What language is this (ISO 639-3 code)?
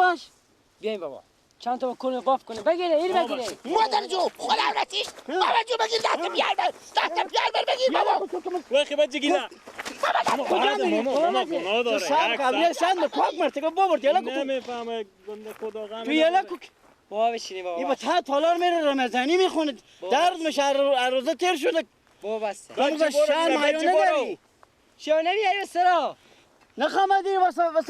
fas